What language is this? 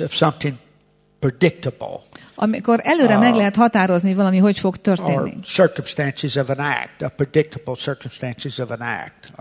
Hungarian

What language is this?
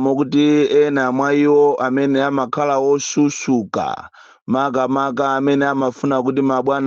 Nyanja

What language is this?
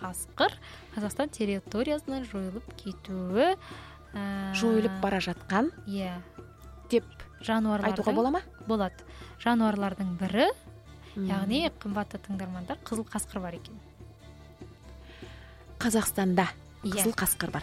Kazakh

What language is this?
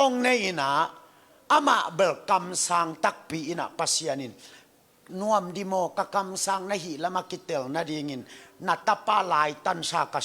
Tedim Chin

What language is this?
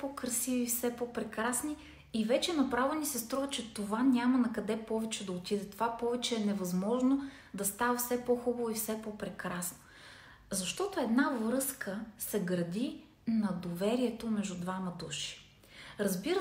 Bulgarian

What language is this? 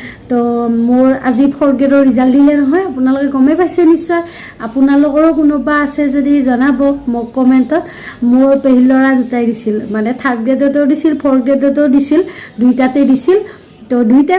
Assamese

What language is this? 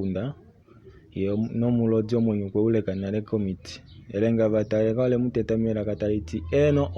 Kuanyama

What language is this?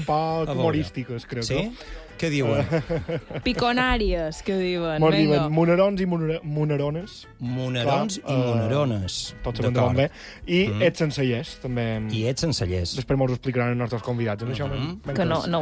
Catalan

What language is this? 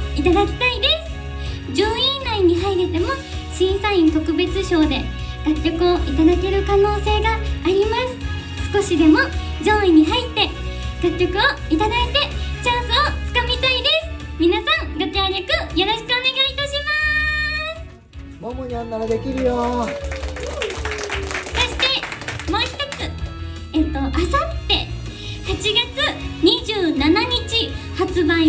Japanese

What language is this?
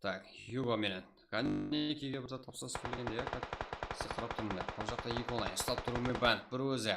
Kara-Kalpak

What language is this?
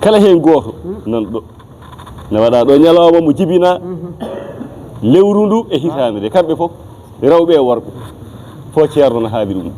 Fula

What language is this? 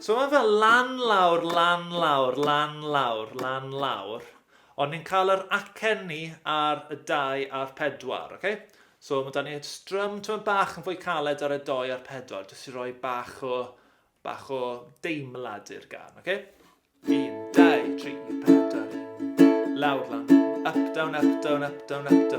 Welsh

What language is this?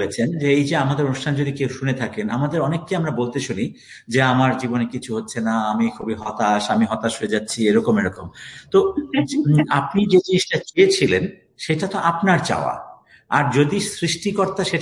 Bangla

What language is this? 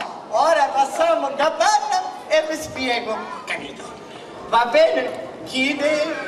Sicilian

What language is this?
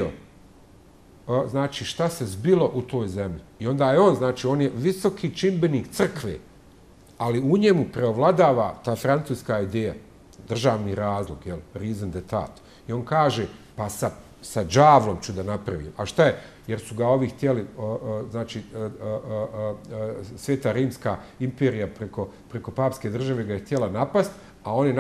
Bosnian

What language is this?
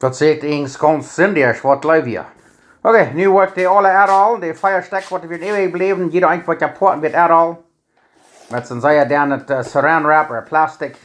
Plautdietsch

